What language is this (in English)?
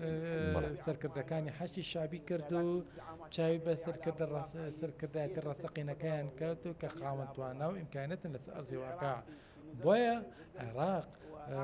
Central Kurdish